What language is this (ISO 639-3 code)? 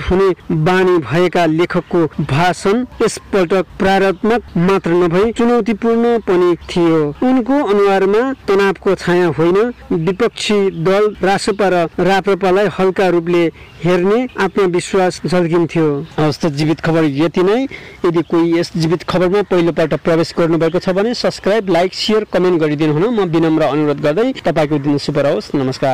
nep